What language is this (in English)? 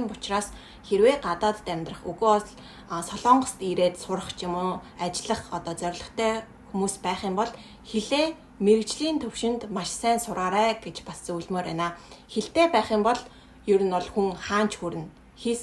Mongolian